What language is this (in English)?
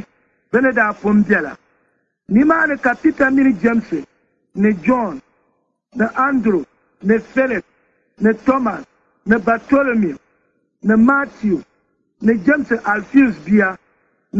Dagbani